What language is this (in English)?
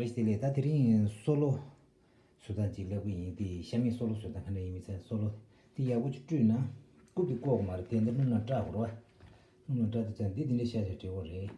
Tibetan